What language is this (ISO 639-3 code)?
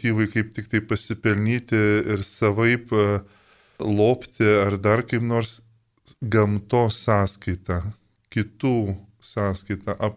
lit